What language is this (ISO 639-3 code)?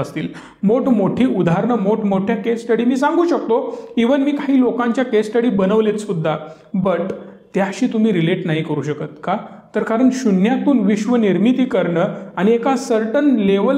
mar